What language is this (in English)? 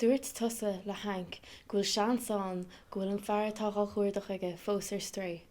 Irish